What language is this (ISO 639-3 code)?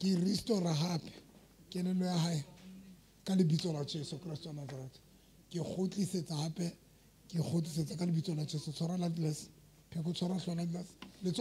sot